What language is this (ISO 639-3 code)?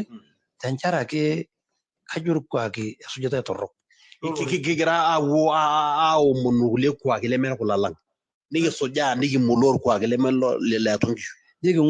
mas